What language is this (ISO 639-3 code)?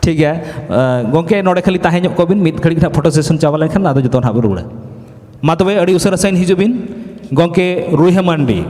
sat